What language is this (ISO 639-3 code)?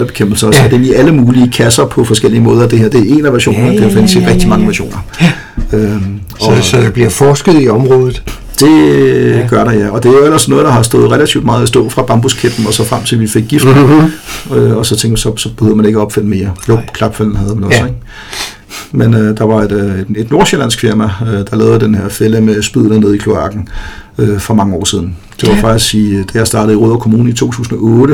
dan